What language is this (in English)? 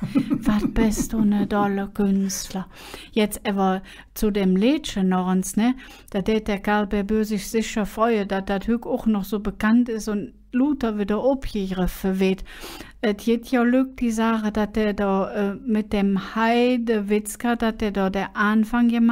Colognian